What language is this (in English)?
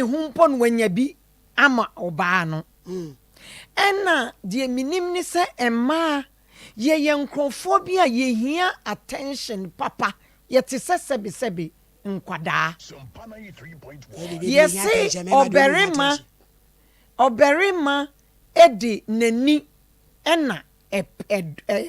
Akan